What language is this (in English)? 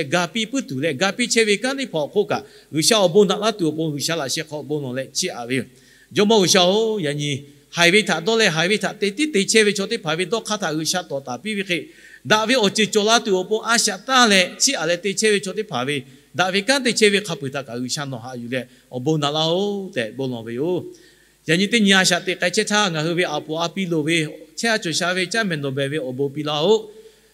Lahu